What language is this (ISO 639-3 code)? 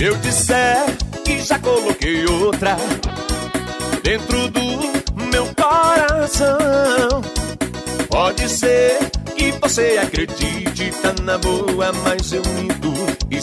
por